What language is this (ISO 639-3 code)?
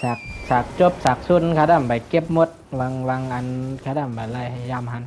shn